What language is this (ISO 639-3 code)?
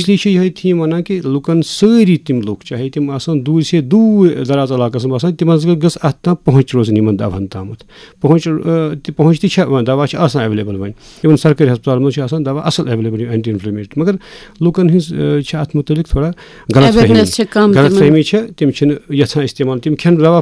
kas